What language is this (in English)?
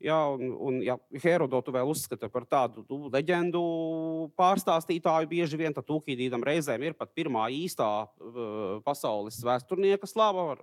Latvian